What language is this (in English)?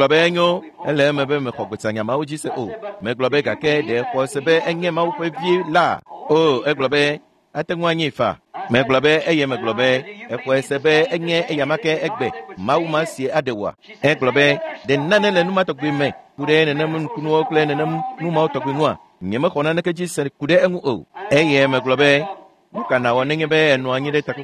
Ewe